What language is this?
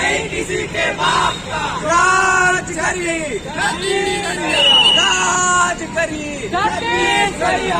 Chhattisgarhi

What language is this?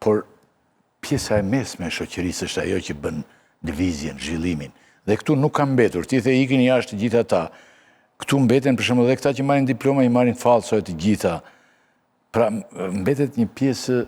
Albanian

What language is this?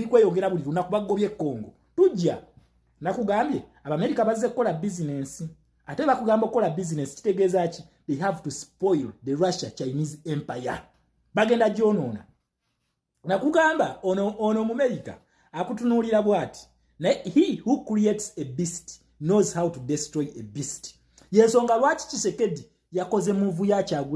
Ganda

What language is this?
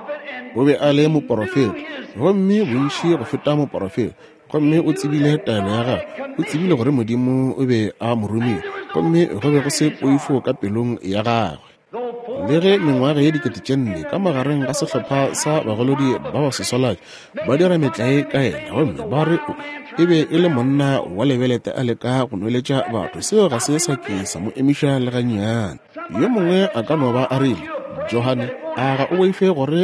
Northern Sotho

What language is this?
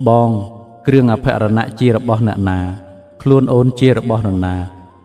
Khmer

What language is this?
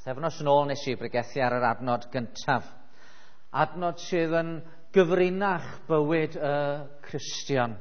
Welsh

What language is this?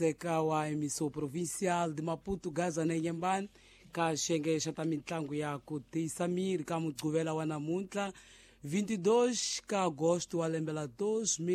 Tsonga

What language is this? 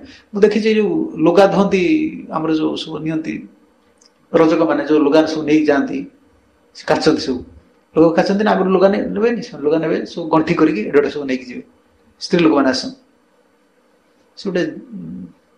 Odia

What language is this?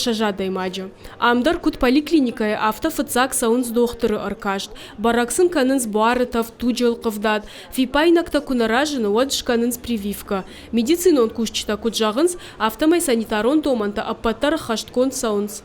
Ossetic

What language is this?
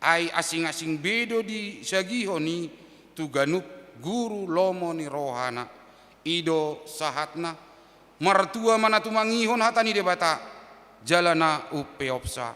Batak Toba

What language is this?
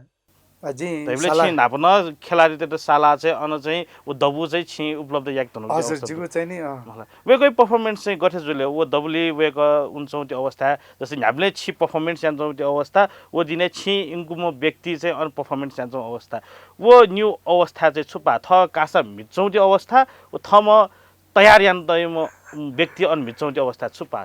Newari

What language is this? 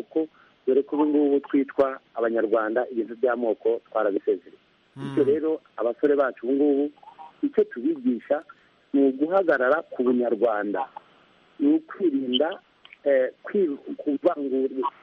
Kinyarwanda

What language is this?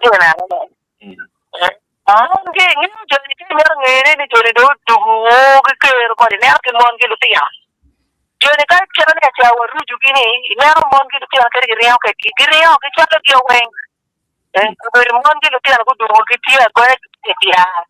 Acoli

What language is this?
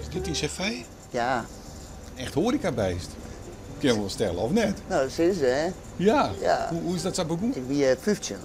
Western Frisian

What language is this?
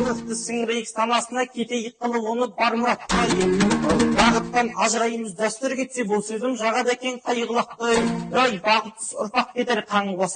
Kazakh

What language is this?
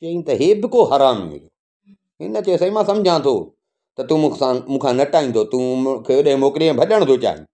Sindhi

